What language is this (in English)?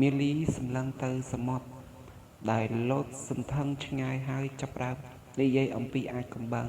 Khmer